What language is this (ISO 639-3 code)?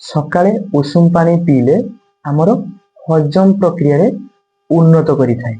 ori